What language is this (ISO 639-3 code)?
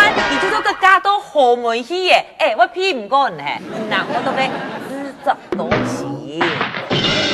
hak